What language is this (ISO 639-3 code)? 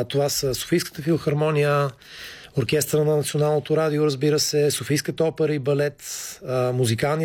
bul